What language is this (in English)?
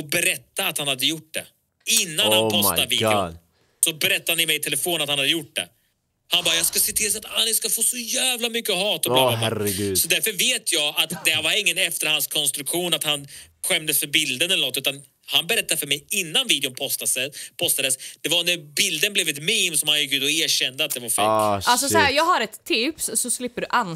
Swedish